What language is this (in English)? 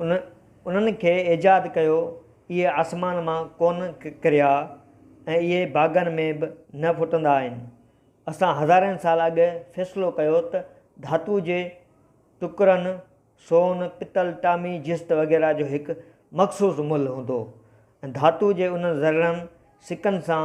Sindhi